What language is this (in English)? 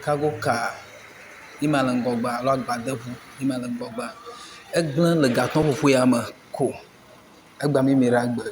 Ewe